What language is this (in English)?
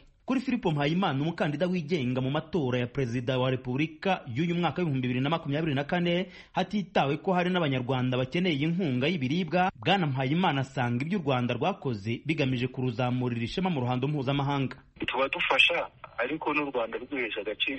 Kinyarwanda